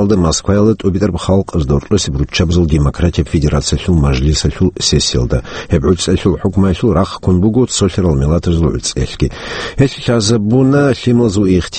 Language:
Avaric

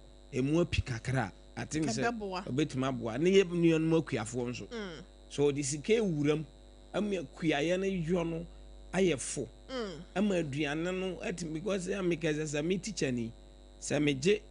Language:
Akan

